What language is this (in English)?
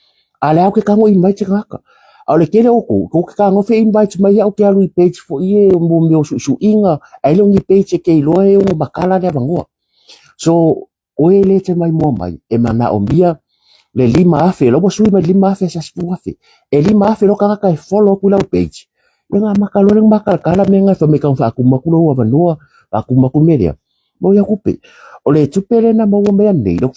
Samoan